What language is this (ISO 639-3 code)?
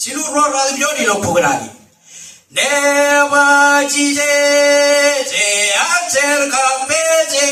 mah